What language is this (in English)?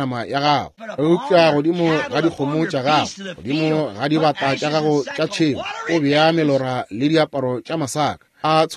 Northern Sotho